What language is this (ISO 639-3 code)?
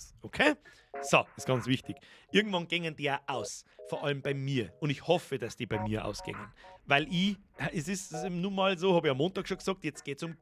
bar